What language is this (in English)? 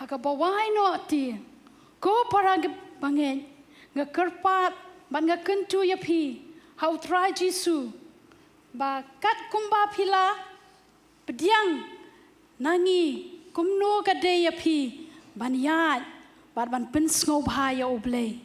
Khasi